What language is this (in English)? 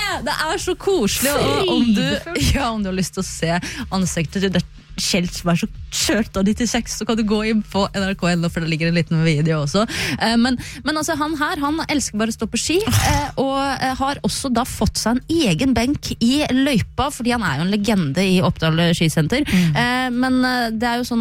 Norwegian